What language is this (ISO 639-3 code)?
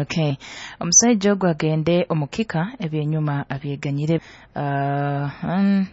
nyo